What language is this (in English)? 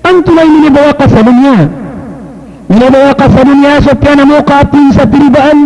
Maranao